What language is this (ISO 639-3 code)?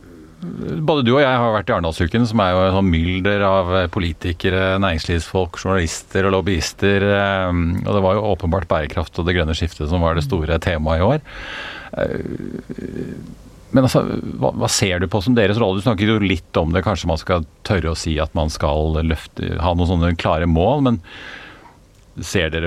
nor